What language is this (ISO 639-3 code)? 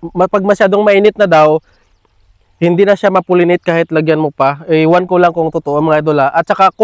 fil